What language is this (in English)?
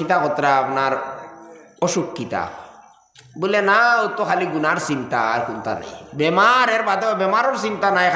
Sylheti